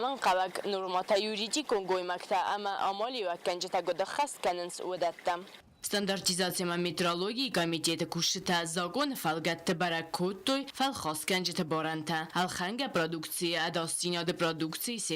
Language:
Ossetic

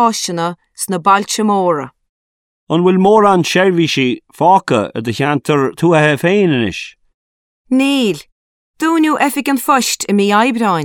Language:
Irish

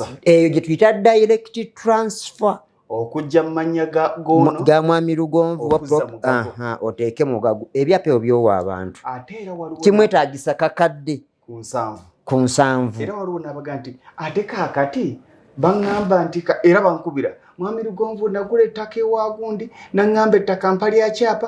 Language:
Ganda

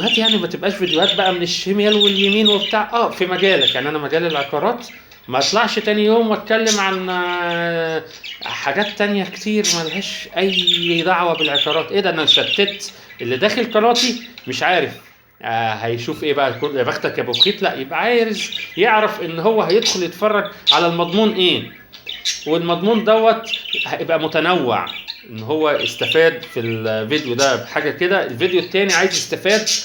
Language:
Egyptian Arabic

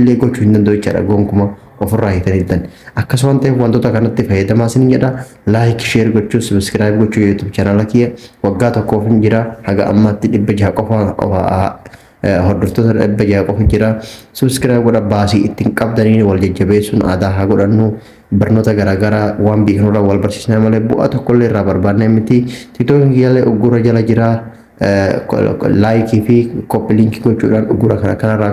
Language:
Oromo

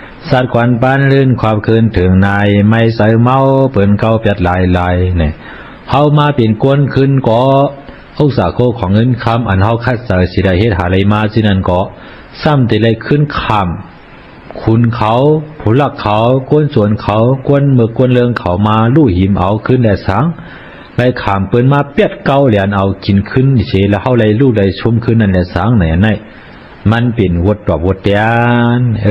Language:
Shan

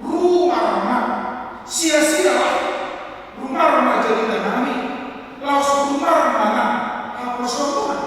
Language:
Batak Toba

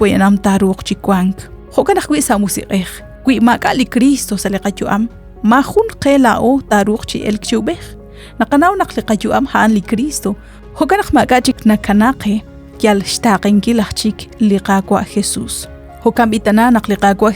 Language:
Kekchí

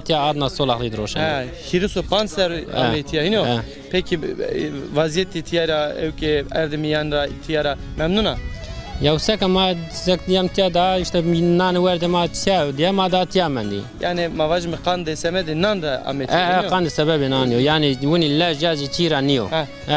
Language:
Zaza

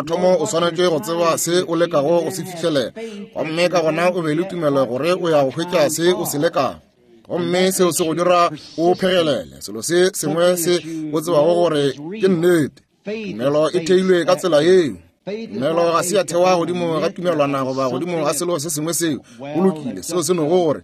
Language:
Northern Sotho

